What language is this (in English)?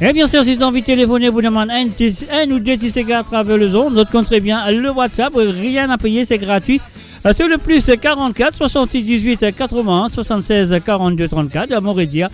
Morisyen